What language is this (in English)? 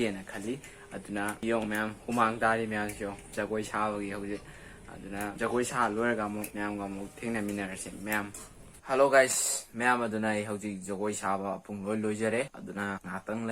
Manipuri